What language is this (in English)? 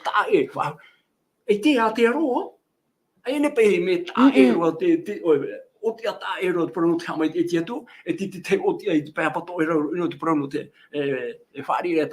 Tahitian